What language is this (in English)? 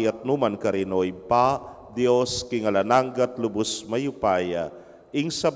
Pampanga